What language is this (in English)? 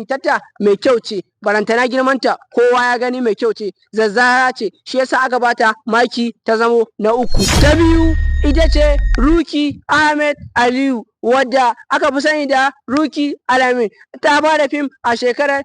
Hausa